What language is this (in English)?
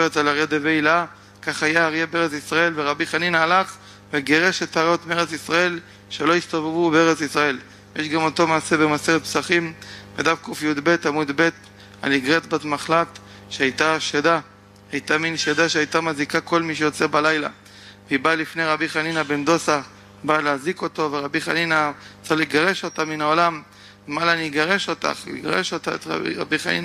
Hebrew